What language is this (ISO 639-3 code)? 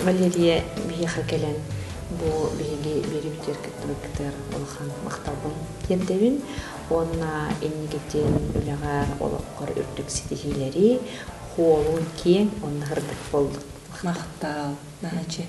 sah